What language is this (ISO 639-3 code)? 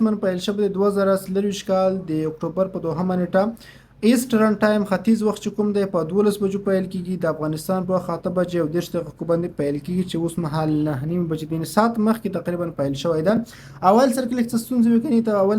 pus